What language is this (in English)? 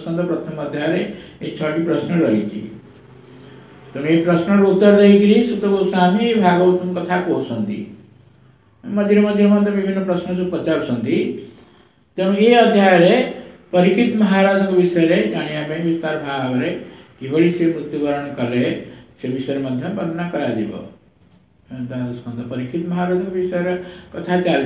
Odia